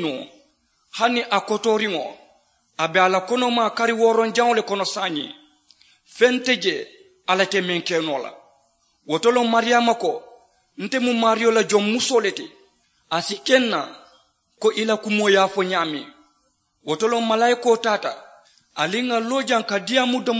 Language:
Mandingo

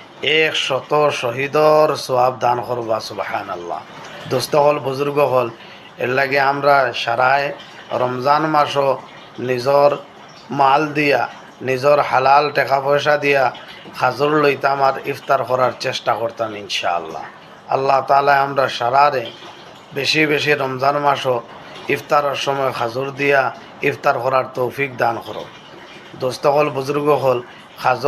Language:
Sylheti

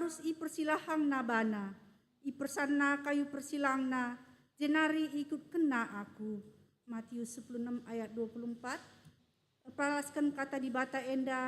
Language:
Batak Karo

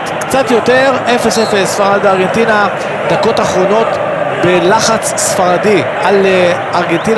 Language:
Hebrew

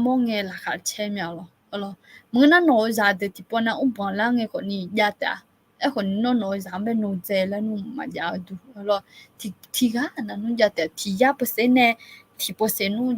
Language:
Akha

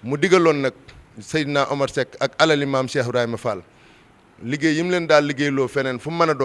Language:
Wolof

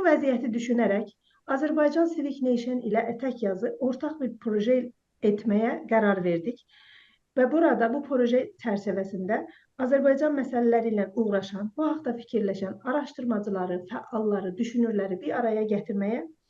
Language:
South Azerbaijani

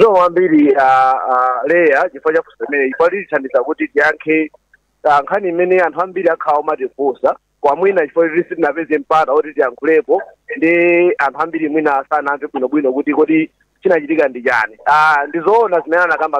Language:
Nyanja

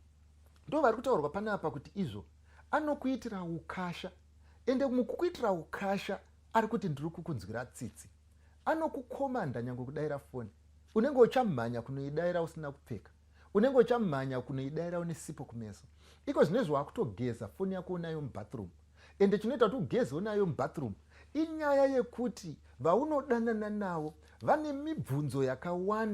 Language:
Shona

